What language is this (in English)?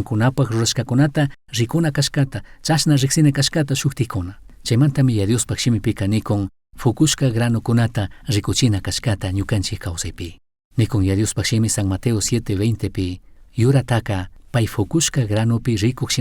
Chimborazo Highland Quichua